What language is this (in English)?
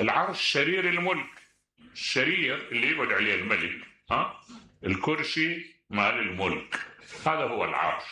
Mesopotamian Arabic